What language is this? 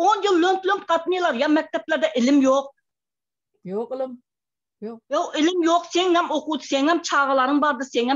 Turkmen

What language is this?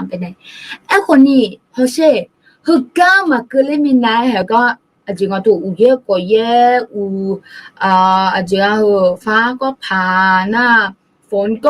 Akha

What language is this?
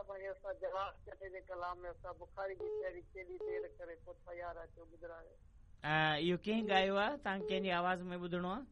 Sindhi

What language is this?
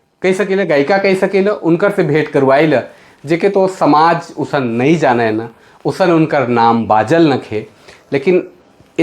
Sadri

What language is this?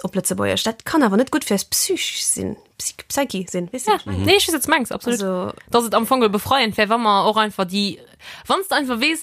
Luxembourgish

